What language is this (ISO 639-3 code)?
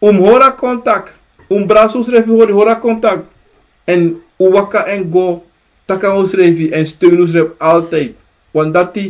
srn